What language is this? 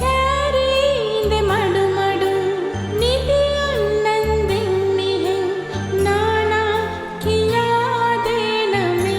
Divehi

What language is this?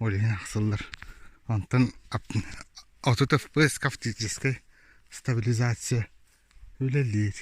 Yakut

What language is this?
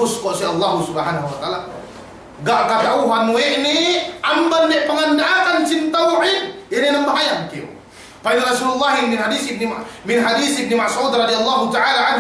Yakan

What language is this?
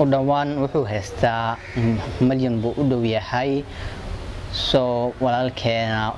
Somali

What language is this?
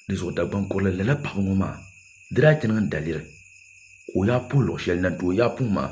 Dagbani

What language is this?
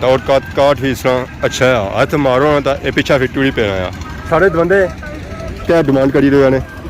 Pahari-Potwari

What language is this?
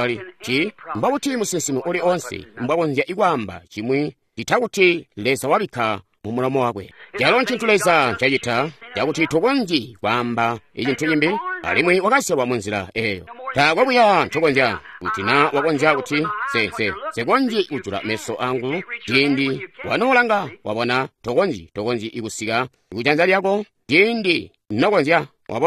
Tonga (Zambia)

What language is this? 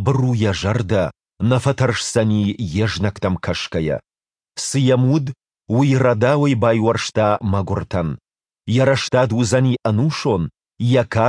Ossetic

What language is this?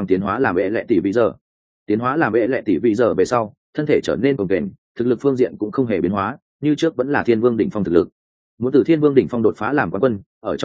Vietnamese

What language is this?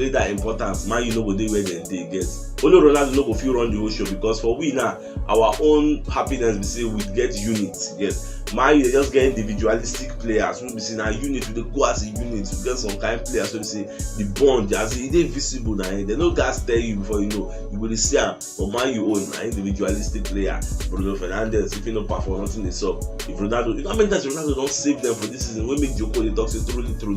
Nigerian Pidgin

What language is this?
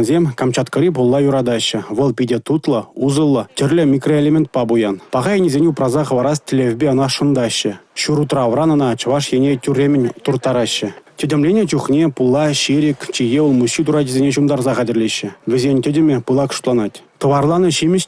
Chuvash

